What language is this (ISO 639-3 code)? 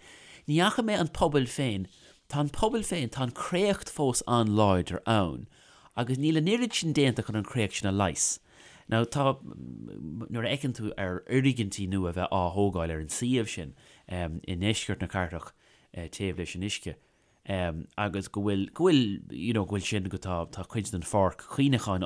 gle